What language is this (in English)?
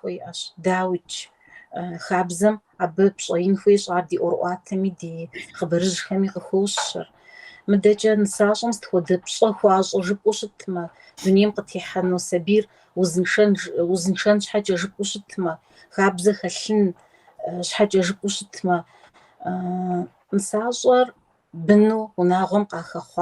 Kabardian